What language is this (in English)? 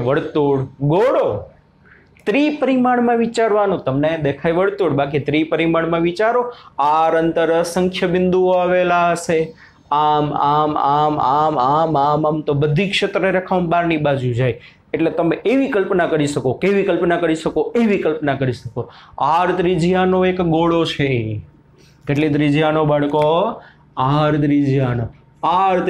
Gujarati